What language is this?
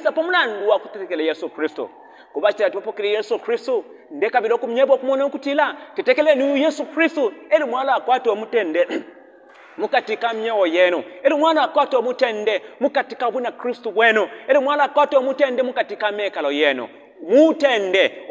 Bemba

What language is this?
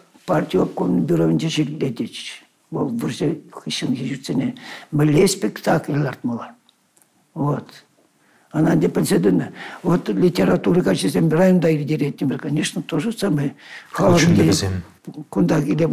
Chuvash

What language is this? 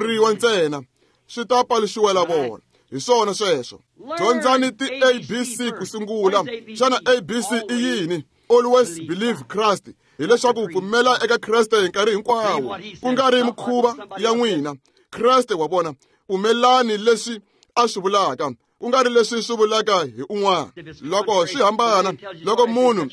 Tsonga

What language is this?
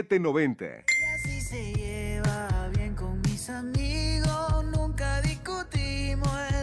Spanish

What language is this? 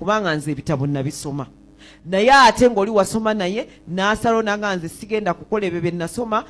Ganda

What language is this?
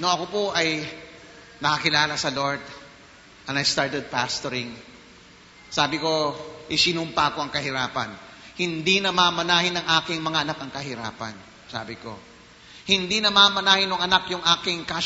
Filipino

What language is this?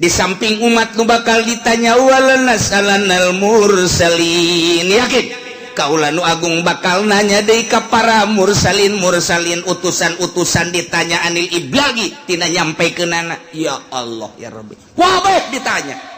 Sundanese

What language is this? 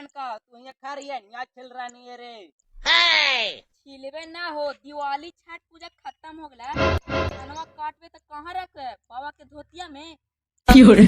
Magahi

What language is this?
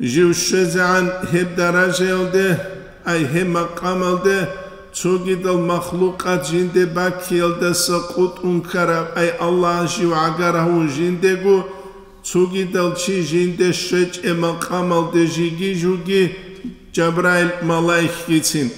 Avaric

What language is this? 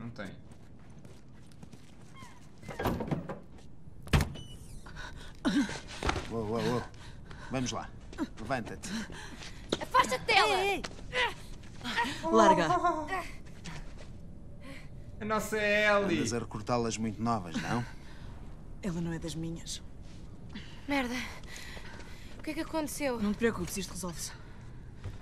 Portuguese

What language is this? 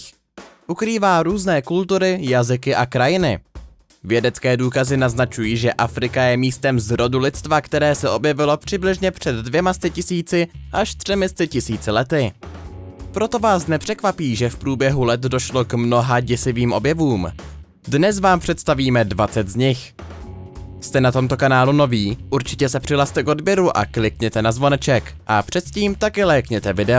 Czech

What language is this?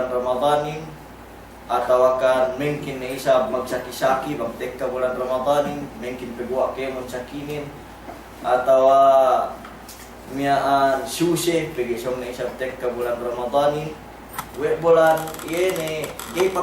Yakan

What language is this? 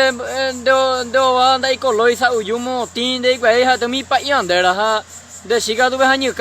Guarani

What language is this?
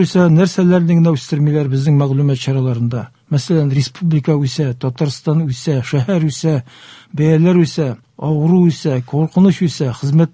Tatar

